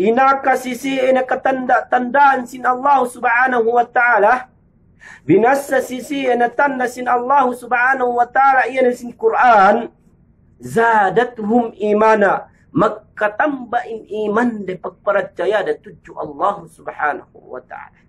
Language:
Yakan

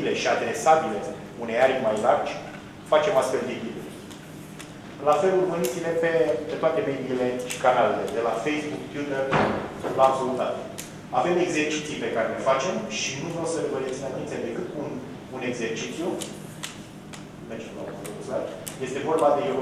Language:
Romanian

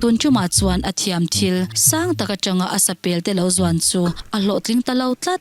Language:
Mizo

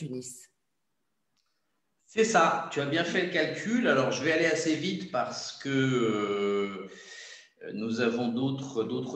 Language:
French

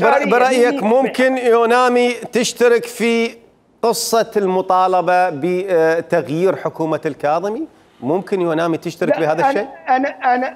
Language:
Mesopotamian Arabic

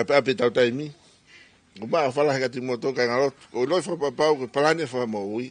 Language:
Tongan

